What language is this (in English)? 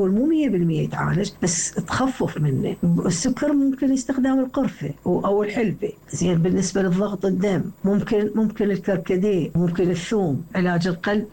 Mesopotamian Arabic